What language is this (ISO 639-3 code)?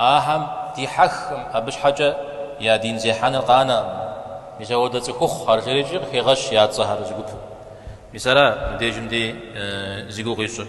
kbd